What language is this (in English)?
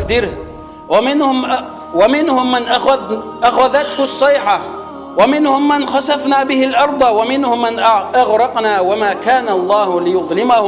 Chechen